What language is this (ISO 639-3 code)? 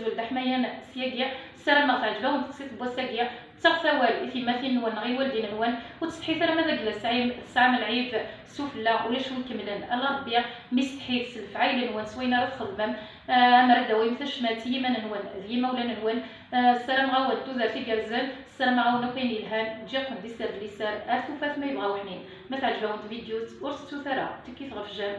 kab